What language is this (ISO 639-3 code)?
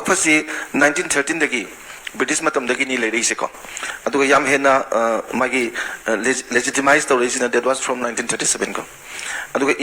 mni